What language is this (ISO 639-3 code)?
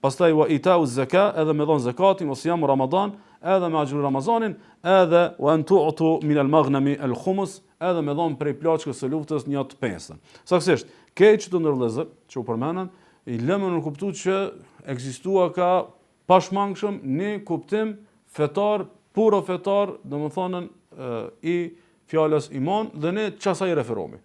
sqi